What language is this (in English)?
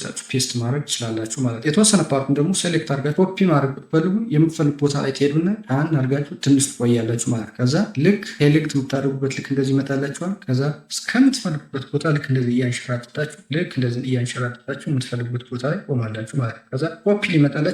Amharic